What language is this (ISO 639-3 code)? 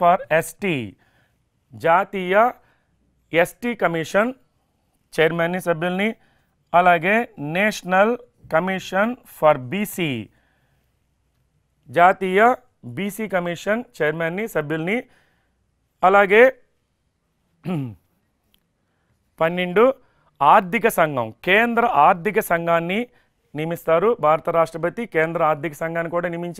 tel